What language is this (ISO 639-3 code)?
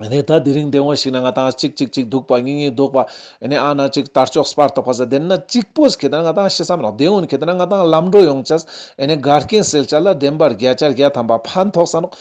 lbj